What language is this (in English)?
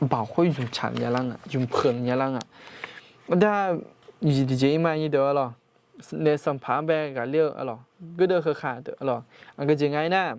Akha